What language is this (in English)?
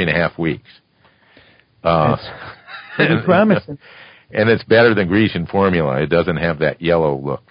English